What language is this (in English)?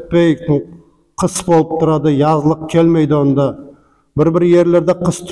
Nogai